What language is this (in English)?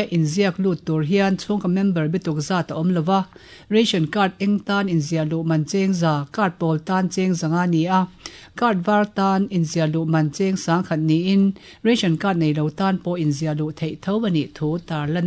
Mizo